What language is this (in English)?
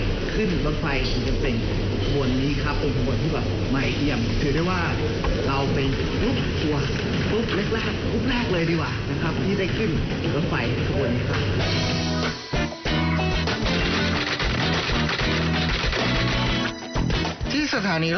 Thai